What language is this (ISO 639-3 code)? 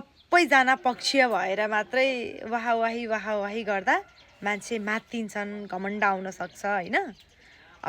nep